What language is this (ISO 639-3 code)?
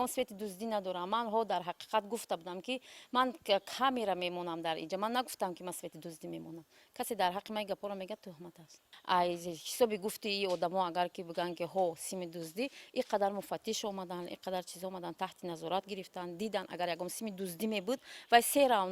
tgk